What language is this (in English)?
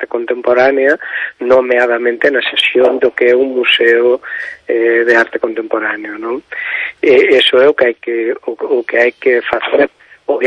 Galician